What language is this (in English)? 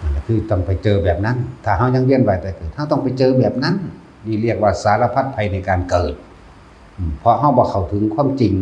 Northeastern Thai